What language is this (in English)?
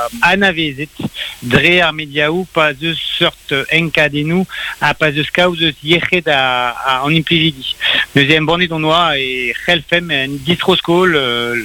Breton